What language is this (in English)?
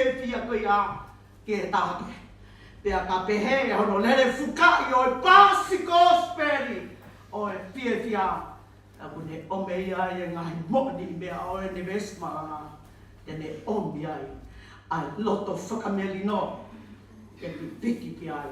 Tongan